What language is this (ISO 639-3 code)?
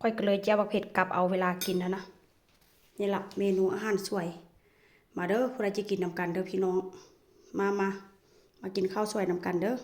tts